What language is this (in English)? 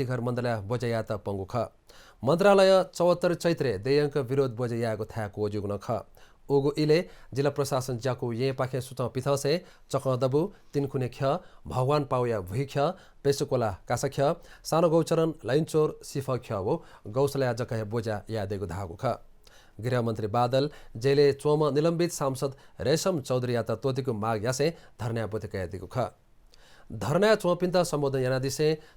Newari